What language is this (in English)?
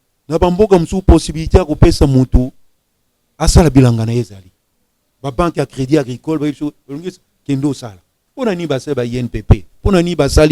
Lingala